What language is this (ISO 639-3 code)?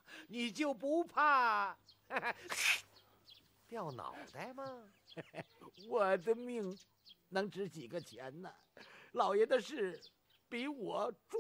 zho